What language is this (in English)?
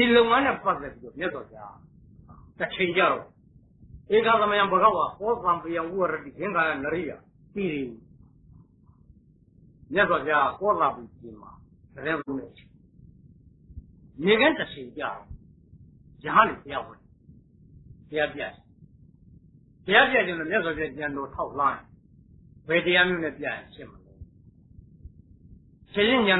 Burmese